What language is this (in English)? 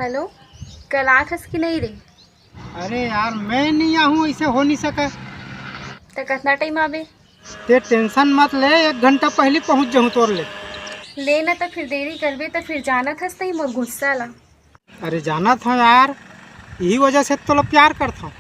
Chhattisgarhi